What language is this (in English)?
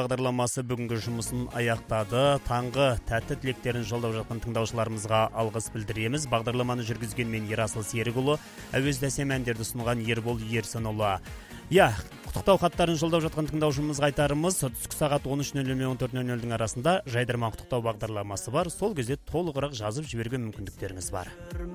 Kazakh